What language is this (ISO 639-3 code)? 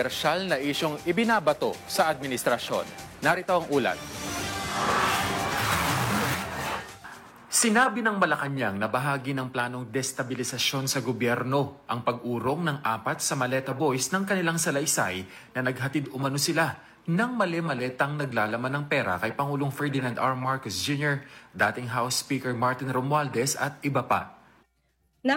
fil